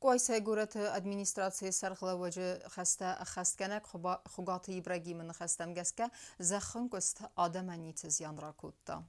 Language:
Ossetic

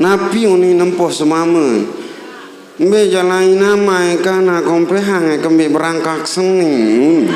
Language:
Sasak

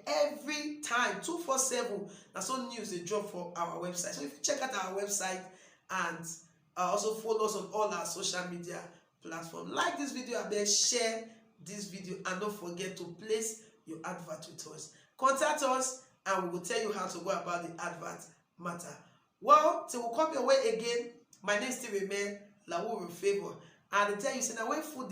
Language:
Nigerian Pidgin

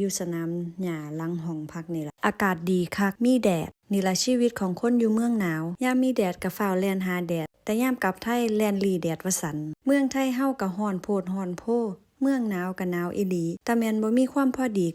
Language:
Northeastern Thai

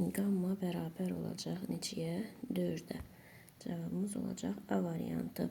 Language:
Azerbaijani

